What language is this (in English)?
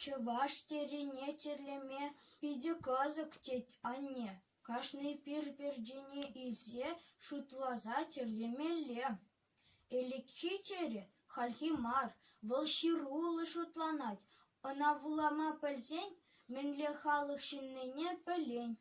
Chuvash